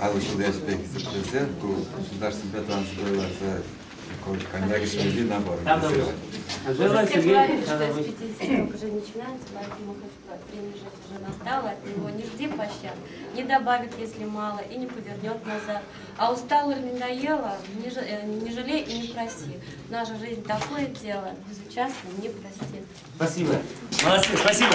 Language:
Chuvash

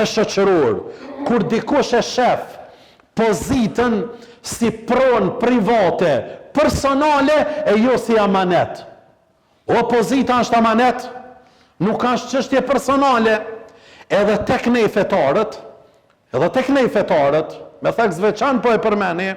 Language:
Albanian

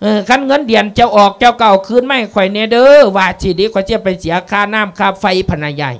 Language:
Lao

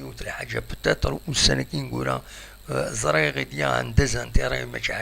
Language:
Kabyle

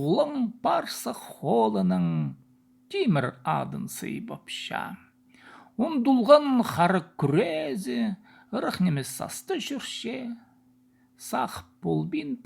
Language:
Khakas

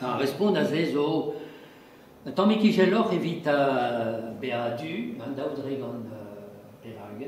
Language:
Breton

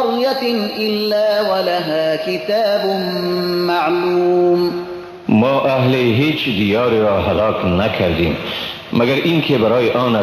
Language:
Persian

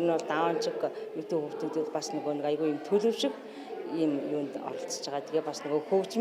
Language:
Mongolian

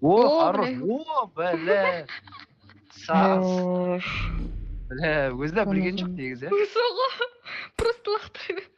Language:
Kara-Kalpak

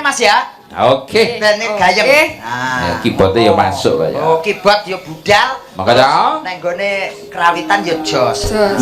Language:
Javanese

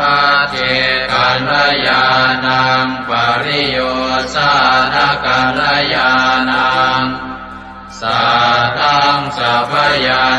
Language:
Pali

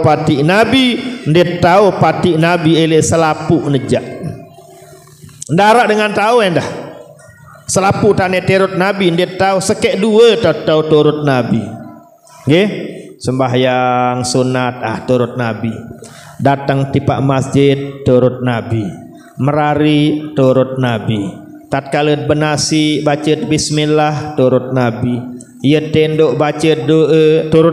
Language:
Sasak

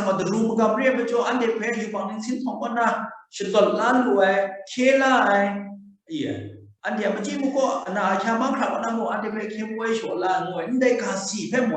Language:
Kachin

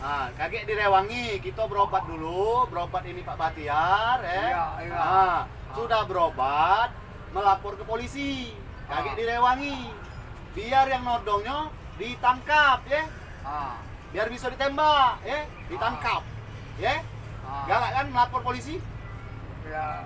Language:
Musi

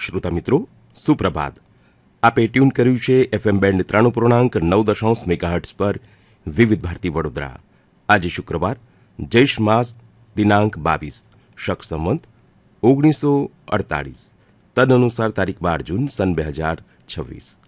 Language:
Gujarati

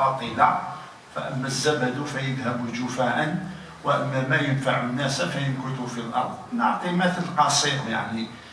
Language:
Algerian Arabic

